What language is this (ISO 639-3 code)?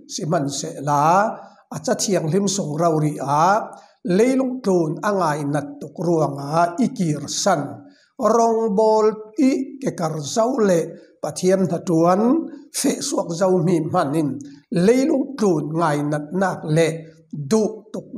cfm